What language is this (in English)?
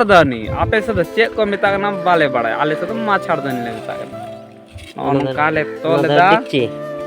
Santali